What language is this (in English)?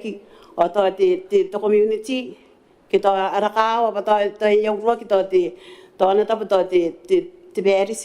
Gilbertese